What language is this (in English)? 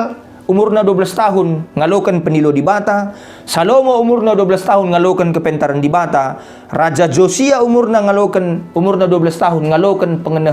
Batak Karo